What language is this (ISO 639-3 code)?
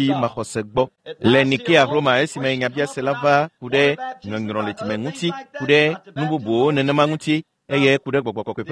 ewe